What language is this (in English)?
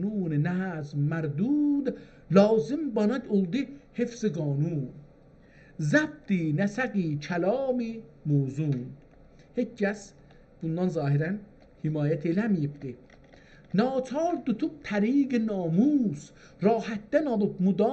South Azerbaijani